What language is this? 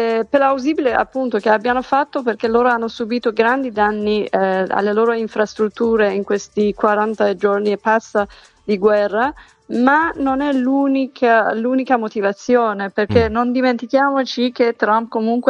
Italian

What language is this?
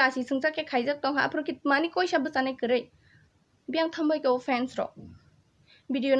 Kok Borok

